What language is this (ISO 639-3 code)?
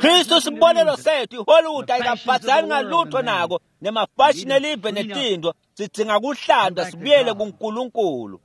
ssw